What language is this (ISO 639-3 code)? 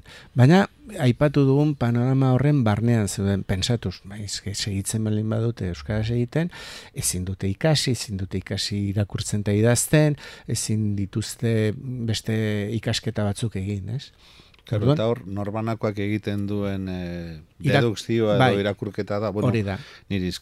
eus